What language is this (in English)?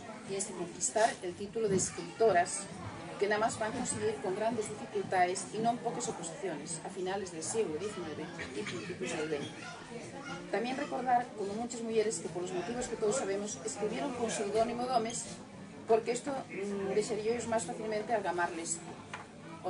Asturian